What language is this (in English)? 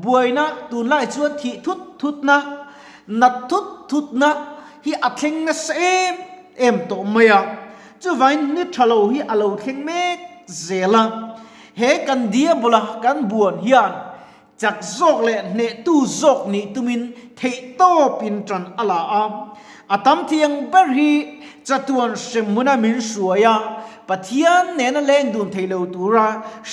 Mizo